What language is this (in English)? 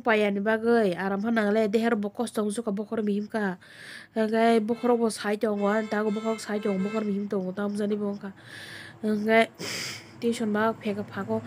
Kok Borok